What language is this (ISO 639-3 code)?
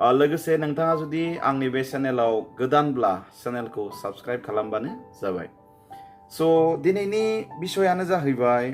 brx